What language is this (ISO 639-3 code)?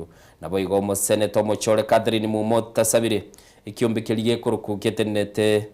guz